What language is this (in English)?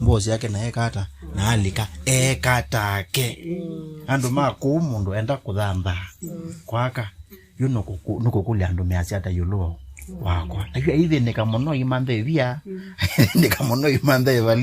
Kamba